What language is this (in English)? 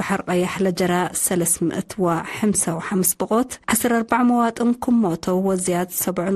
Tigre